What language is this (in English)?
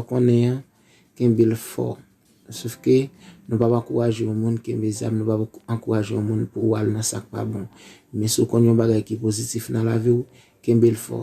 Haitian Creole